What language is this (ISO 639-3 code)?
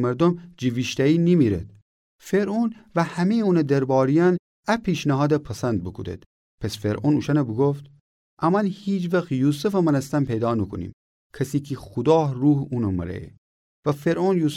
glk